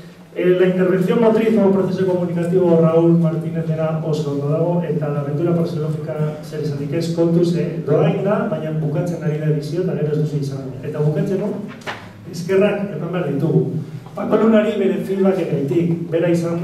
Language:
Basque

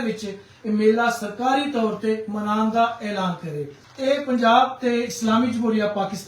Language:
Western Panjabi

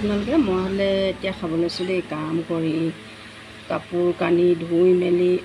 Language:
Assamese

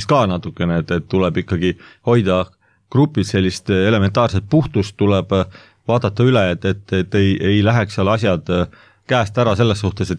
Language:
Estonian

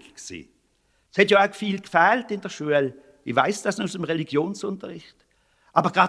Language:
Swiss German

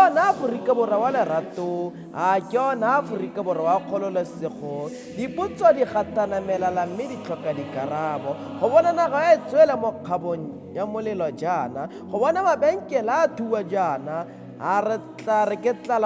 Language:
Tswana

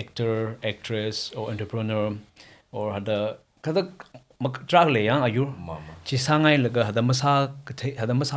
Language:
Tangkhul Naga (India)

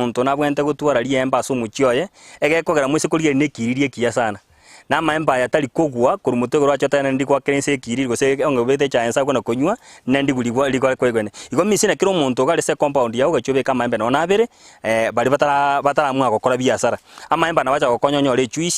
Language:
Gusii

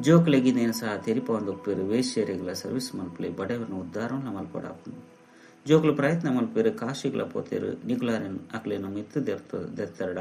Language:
Tulu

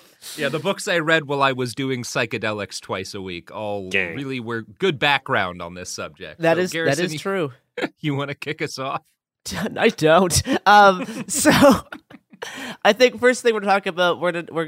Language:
English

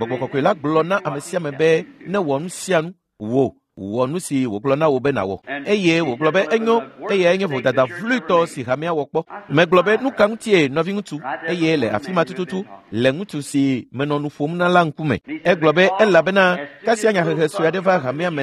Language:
Ewe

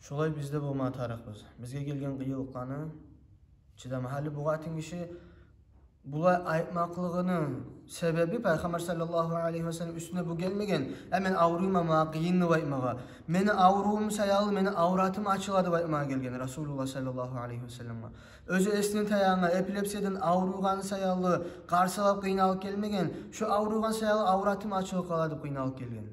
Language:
Kumyk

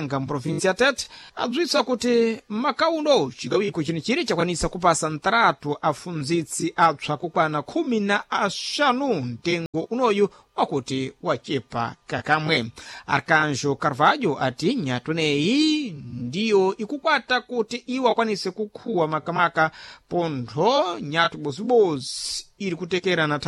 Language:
Sena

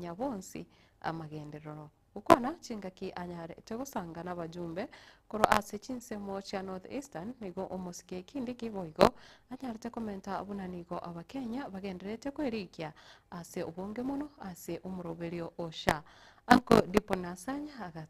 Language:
Gusii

